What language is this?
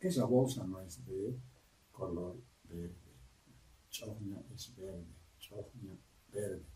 Aymara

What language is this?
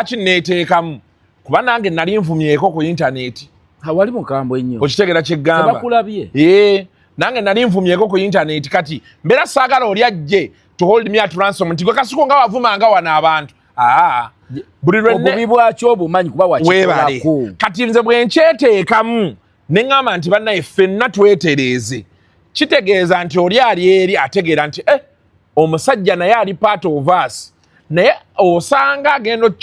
Ganda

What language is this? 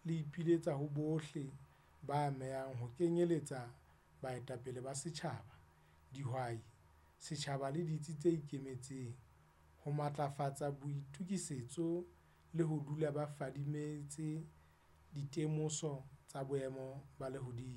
Southern Sotho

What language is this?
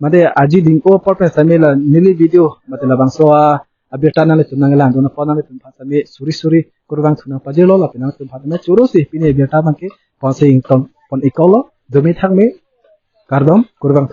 Karbi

